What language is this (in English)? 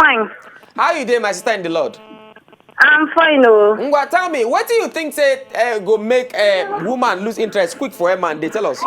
Nigerian Pidgin